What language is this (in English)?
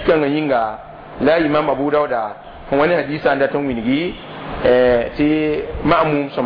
Mossi